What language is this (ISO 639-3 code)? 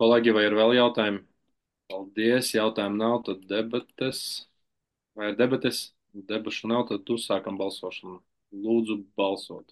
lav